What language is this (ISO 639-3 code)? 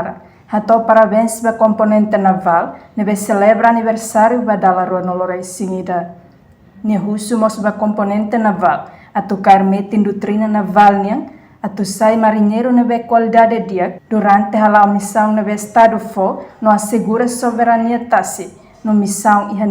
tet